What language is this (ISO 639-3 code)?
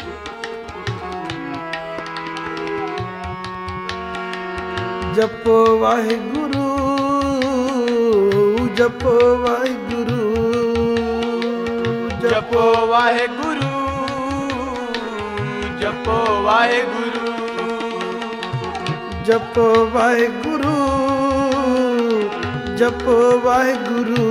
pan